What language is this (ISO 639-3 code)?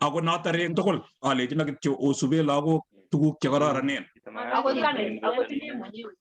kln